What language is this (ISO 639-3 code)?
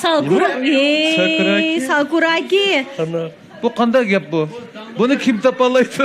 uig